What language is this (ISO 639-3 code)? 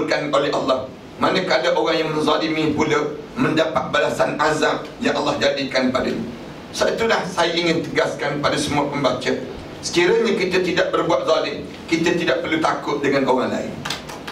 msa